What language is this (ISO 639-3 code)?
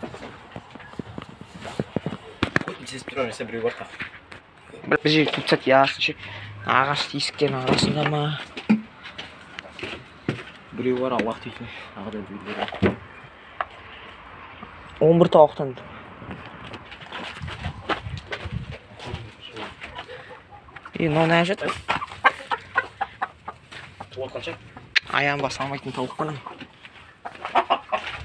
kaz